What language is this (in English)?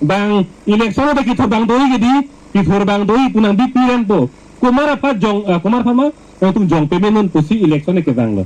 Karbi